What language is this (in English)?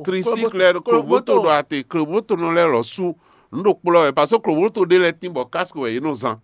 Fon